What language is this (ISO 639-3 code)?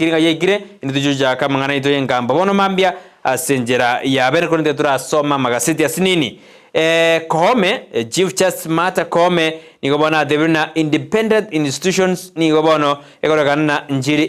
guz